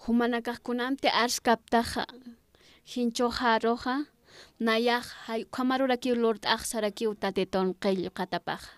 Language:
Aymara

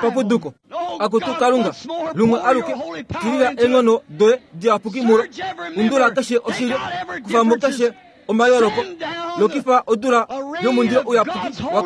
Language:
Kuanyama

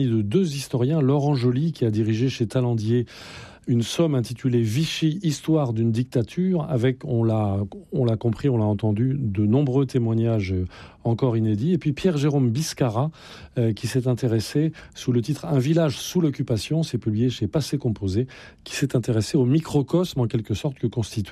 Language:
French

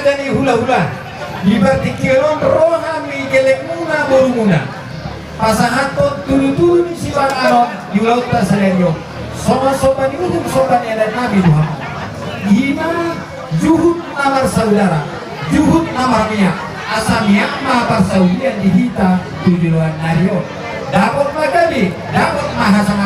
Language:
Batak Toba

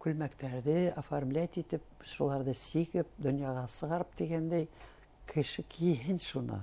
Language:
Bashkir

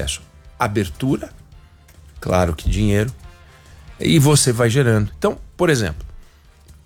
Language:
Portuguese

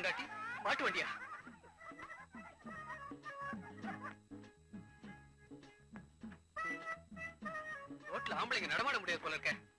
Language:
Tamil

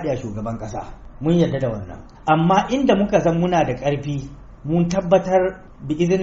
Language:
Hausa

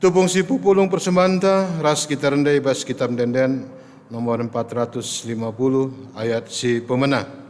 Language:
Batak Karo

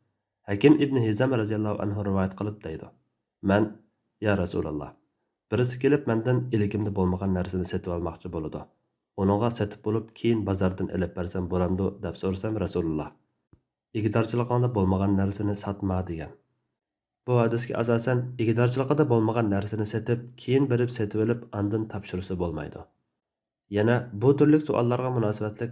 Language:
Uyghur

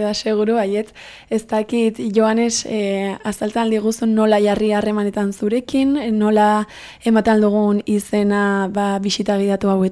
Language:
Basque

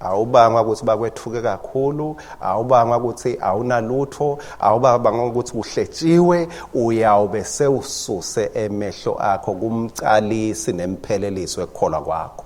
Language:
Swati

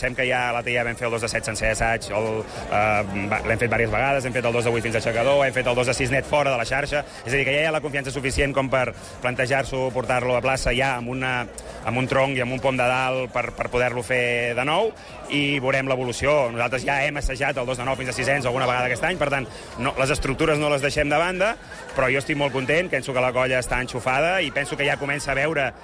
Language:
Catalan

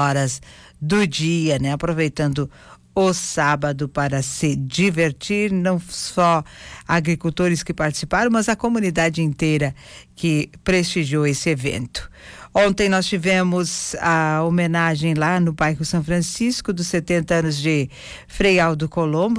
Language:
Portuguese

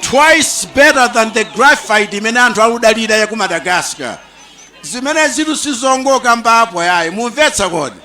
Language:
Nyanja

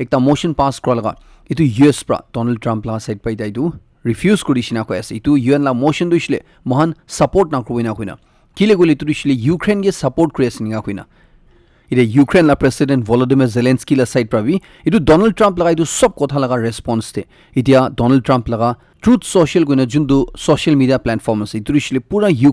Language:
Naga Pidgin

